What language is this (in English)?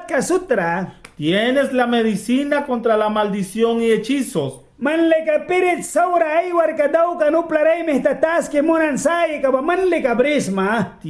Mískito